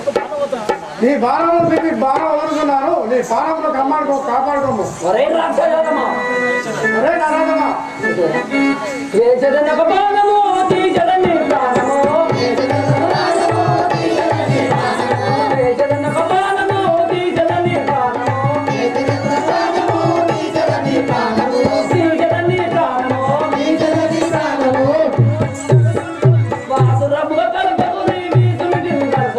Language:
Telugu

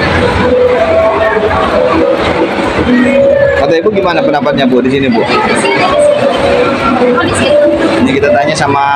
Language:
Indonesian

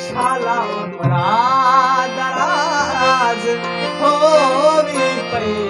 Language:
Saraiki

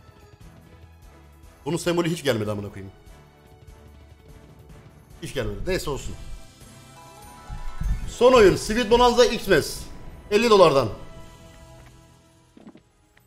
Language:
Turkish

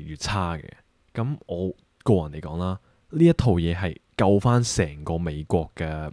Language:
Cantonese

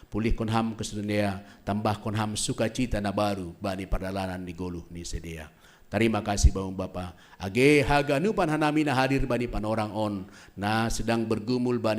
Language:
Batak Simalungun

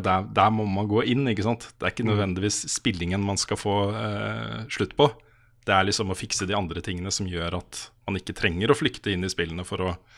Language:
Norwegian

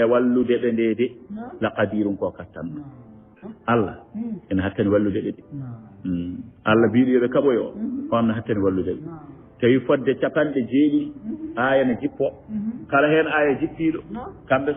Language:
Fula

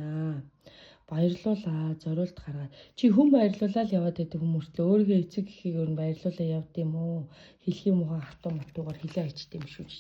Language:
Mongolian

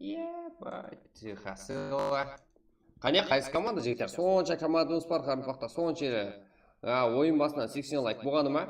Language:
Kara-Kalpak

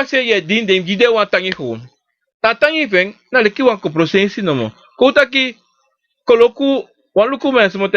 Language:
Sranan Tongo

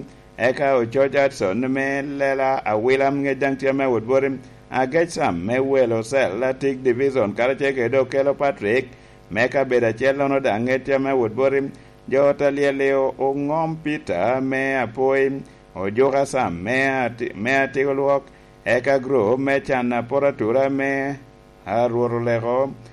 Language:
Lango (Uganda)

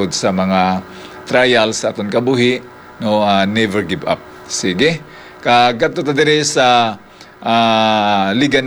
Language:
Hiligaynon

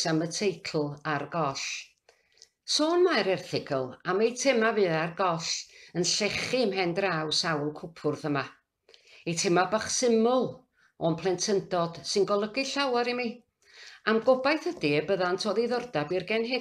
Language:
Welsh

